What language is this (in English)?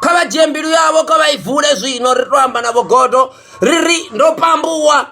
Venda